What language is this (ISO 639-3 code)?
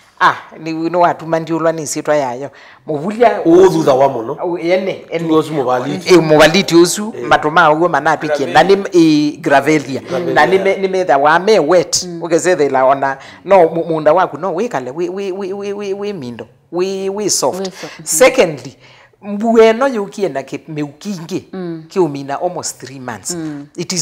kam